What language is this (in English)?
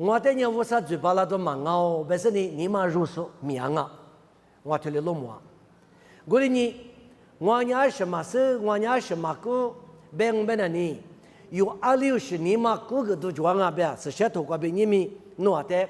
Lisu